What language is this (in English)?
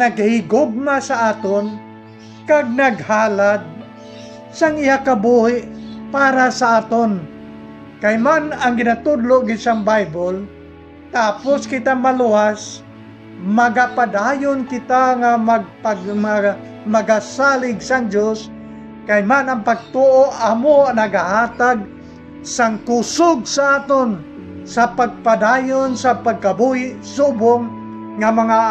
Hiligaynon